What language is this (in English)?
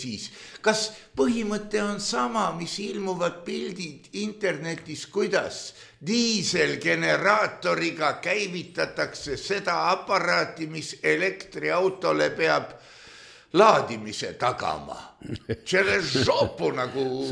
Estonian